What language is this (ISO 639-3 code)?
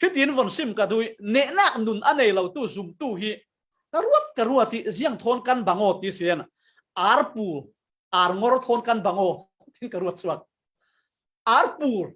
cfm